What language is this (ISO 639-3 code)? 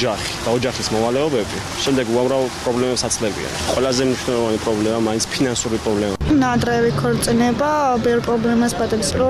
kat